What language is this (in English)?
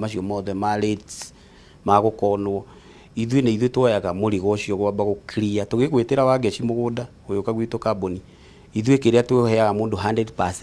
Kikuyu